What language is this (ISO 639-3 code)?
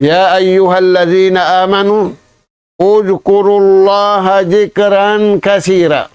tsg